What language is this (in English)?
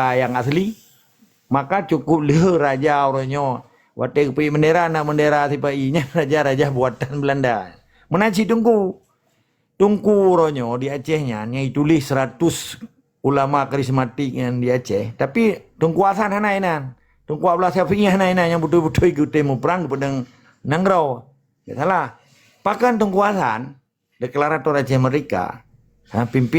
Achinese